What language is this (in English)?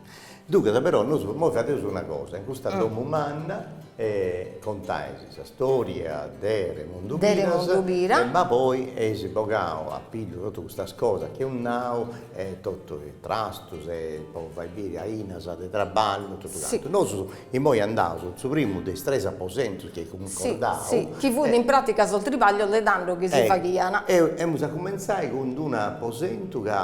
Sardinian